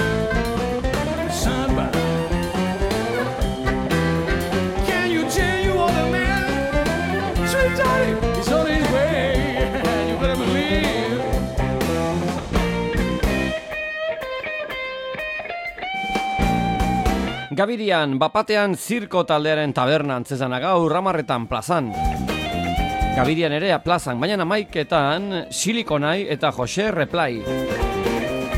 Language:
Basque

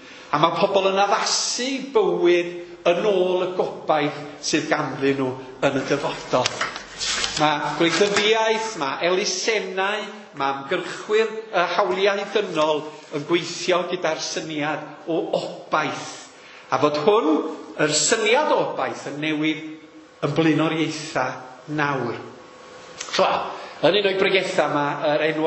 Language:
Welsh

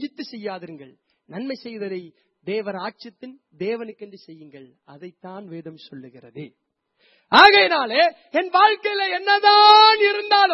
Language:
Tamil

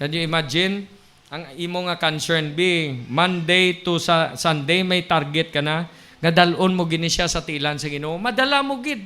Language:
Hiligaynon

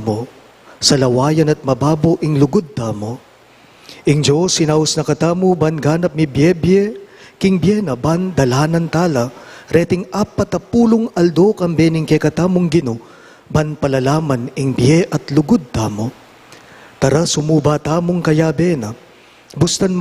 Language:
Pampanga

